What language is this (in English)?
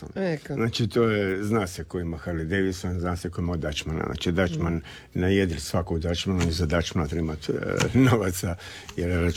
Croatian